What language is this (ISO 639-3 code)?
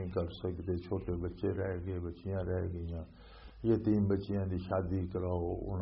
lah